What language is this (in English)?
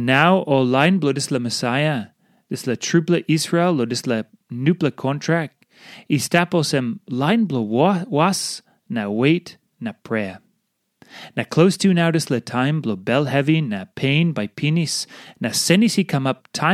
Tok Pisin